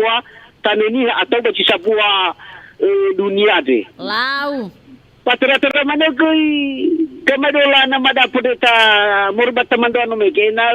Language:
Nias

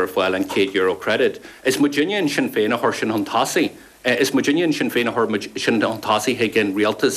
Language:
Irish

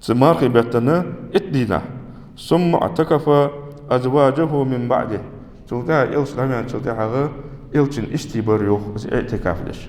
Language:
Ingush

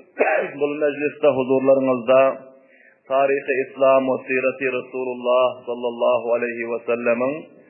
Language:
Turkmen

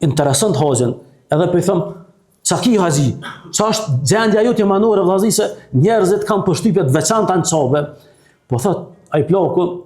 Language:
Albanian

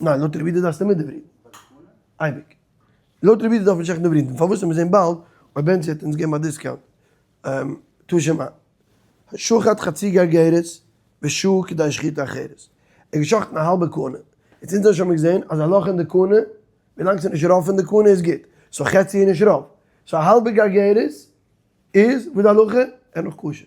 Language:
Yiddish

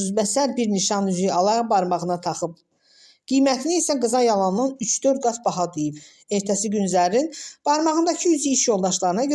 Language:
Azerbaijani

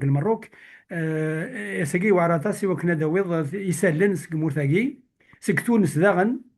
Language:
Kabyle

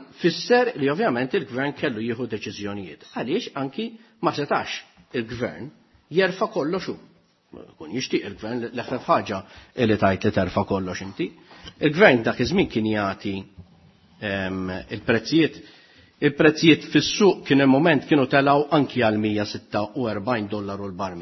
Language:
Maltese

